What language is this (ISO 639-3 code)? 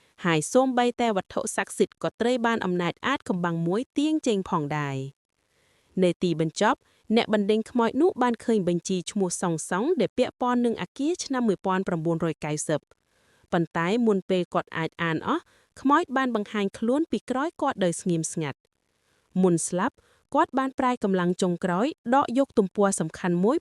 khm